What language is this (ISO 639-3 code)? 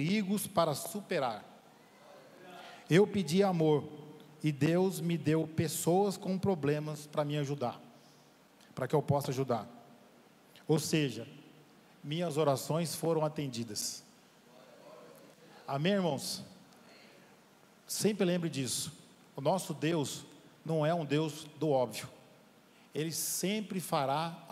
por